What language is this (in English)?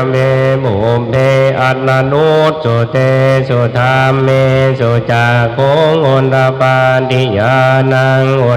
Pali